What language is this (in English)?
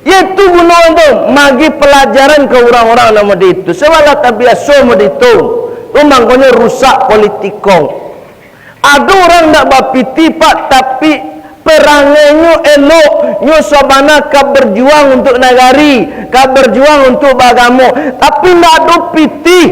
Minangkabau